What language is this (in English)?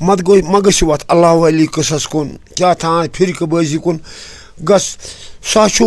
Kashmiri